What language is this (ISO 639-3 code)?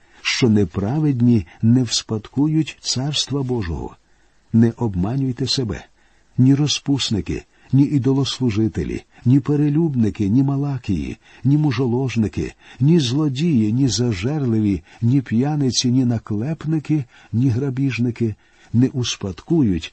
ukr